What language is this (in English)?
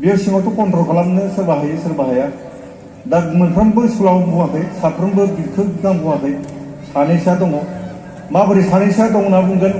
Bodo